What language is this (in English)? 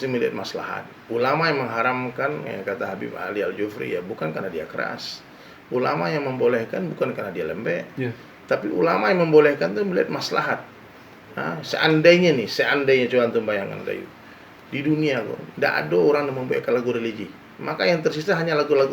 Minangkabau